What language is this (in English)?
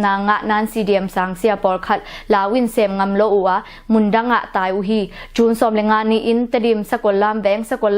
Tedim Chin